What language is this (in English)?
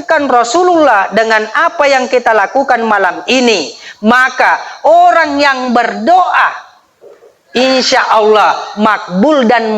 Buginese